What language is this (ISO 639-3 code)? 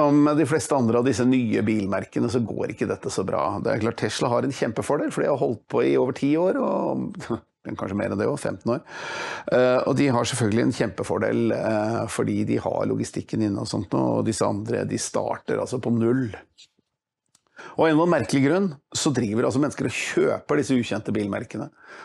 nor